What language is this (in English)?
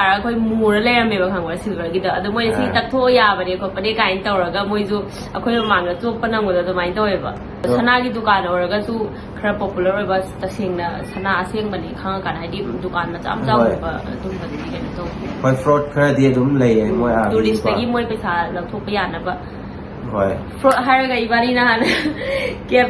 Manipuri